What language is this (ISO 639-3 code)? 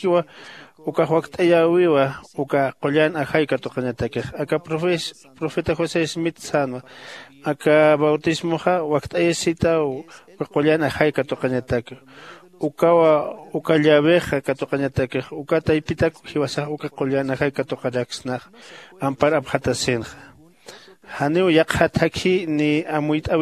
aym